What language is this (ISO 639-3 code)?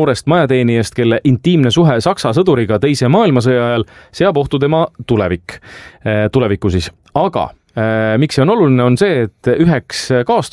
est